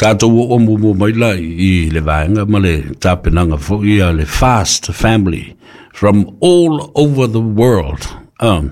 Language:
Samoan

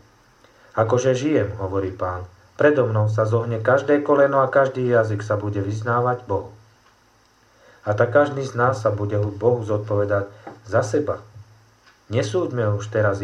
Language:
Slovak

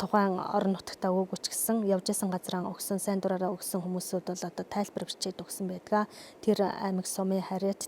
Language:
Mongolian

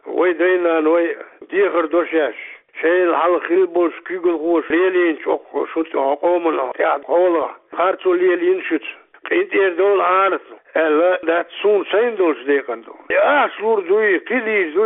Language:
Chechen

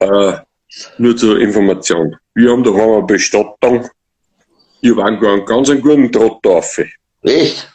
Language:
Bavarian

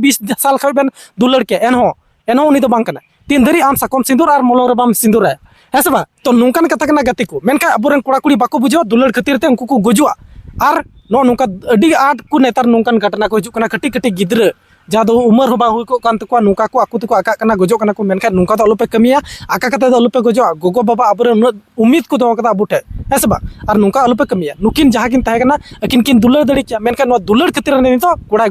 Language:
Santali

